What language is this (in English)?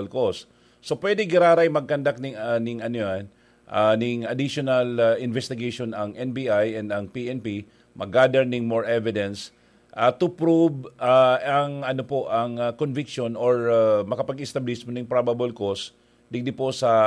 Bikol